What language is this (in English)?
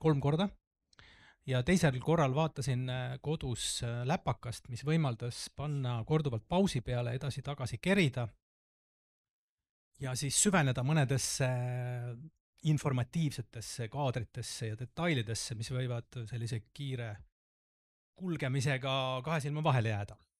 Estonian